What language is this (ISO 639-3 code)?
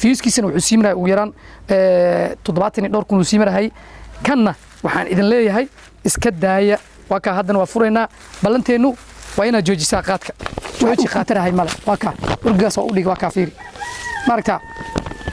som